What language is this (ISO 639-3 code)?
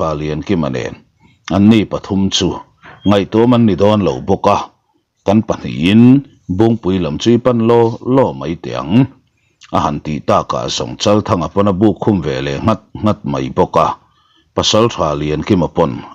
lus